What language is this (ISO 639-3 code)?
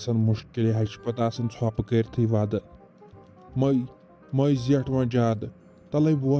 kas